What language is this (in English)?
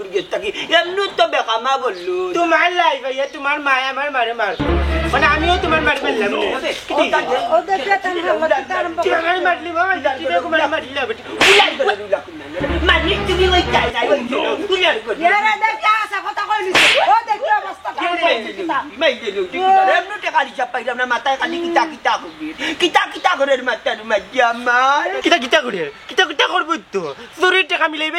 Sylheti